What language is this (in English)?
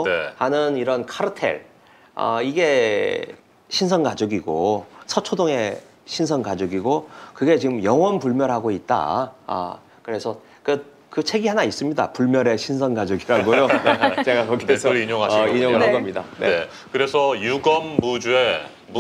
Korean